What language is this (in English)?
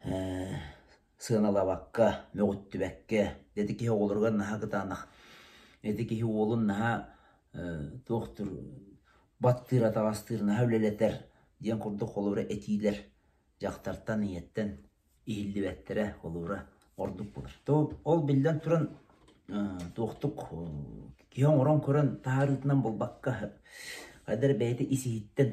Yakut